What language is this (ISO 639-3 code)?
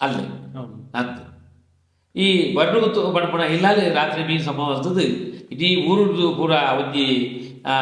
tcy